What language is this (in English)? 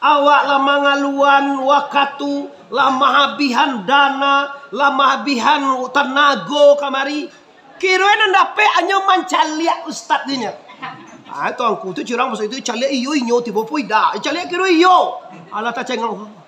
Minangkabau